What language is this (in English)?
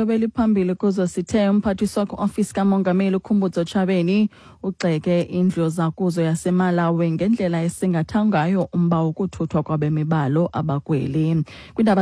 Xhosa